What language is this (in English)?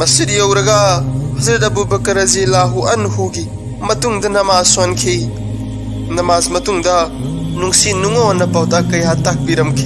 Manipuri